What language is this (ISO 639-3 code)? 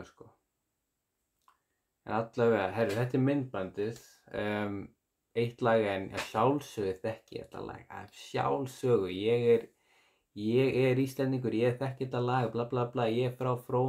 isl